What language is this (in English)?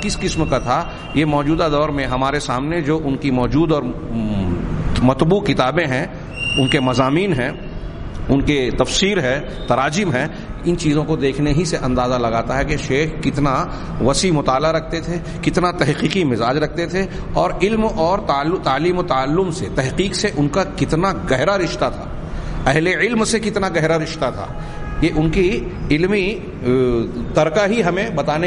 Urdu